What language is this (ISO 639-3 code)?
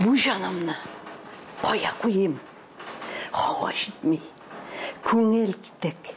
tat